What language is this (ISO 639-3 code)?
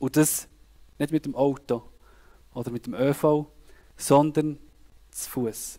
gsw